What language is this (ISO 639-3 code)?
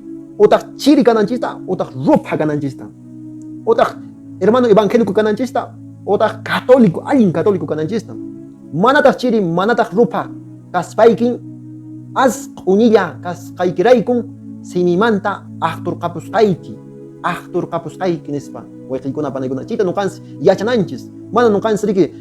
que